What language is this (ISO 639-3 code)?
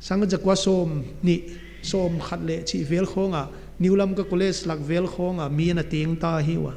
pck